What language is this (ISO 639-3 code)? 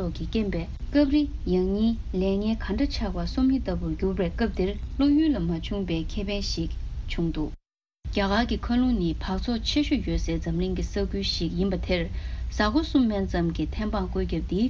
bod